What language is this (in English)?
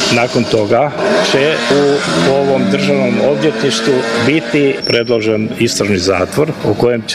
Croatian